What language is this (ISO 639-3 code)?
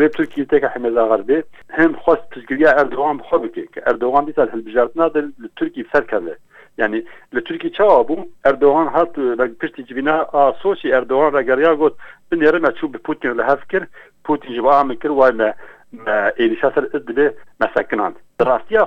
kur